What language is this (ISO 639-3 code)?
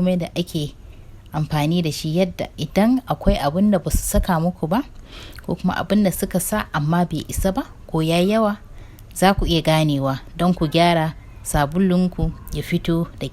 hau